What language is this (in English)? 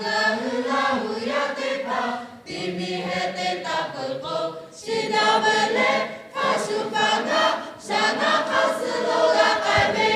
Lahu